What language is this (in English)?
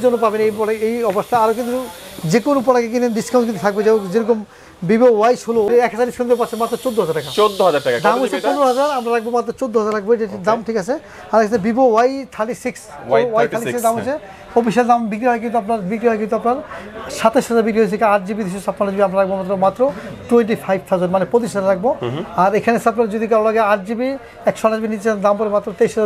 Bangla